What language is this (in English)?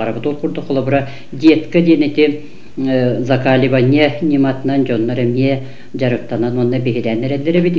Yakut